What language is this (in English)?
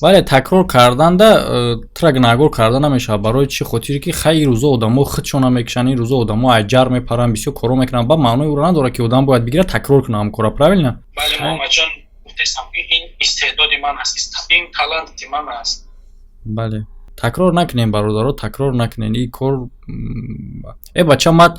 Tajik